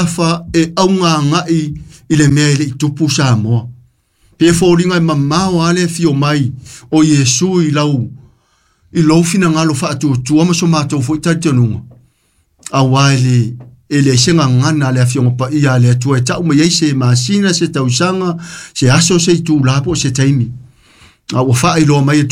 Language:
Samoan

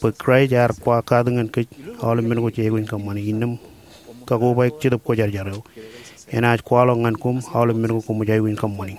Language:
Marshallese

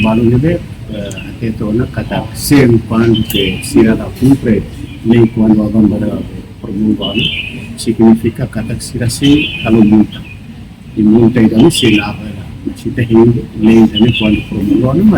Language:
Tetum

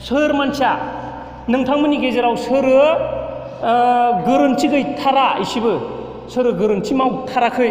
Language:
Bodo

